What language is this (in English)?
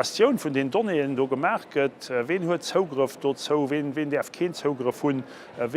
Luxembourgish